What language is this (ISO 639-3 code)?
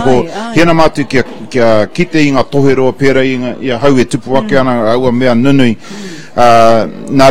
mri